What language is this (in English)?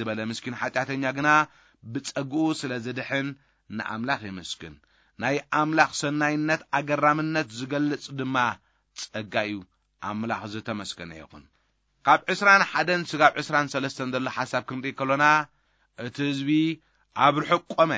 Tigrinya